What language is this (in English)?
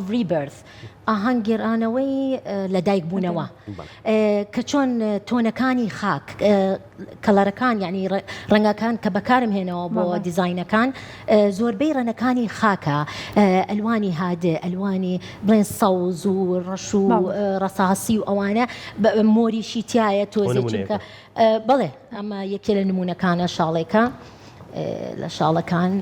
Central Kurdish